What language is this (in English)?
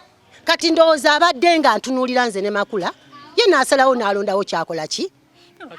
Ganda